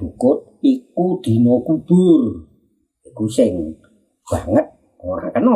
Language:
Javanese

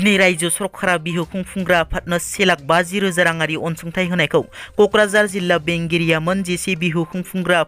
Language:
Bodo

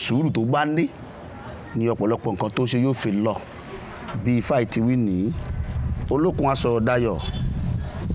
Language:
Yoruba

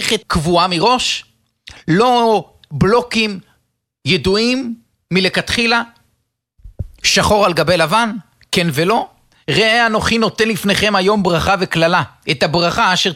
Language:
Hebrew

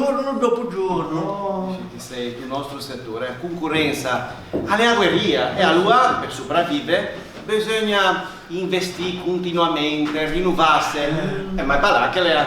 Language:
Ligurian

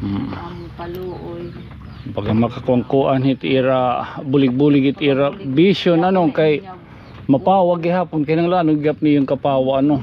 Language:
Waray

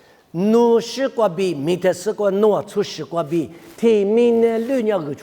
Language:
Lisu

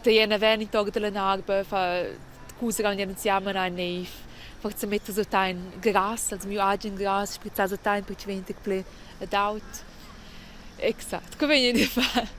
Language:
Romansh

